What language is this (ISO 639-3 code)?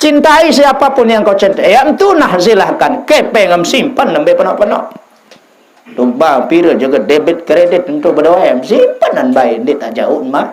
sas